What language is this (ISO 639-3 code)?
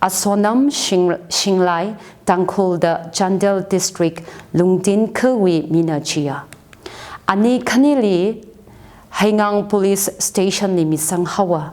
nmf